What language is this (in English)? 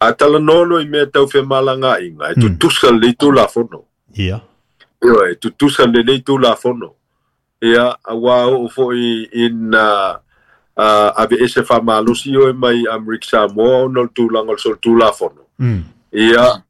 Samoan